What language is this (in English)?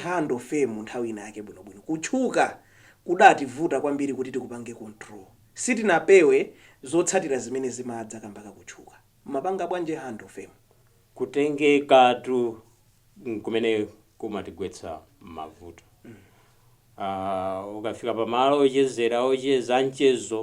Nyanja